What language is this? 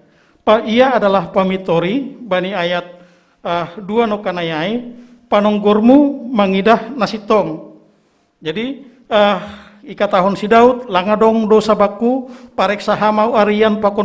Batak Simalungun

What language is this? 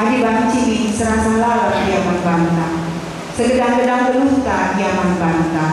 Batak Karo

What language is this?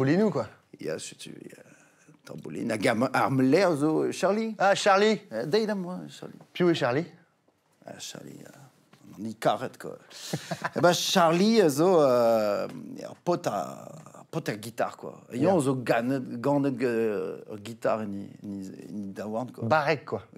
Breton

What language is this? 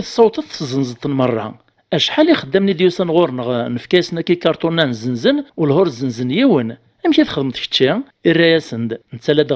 Kabyle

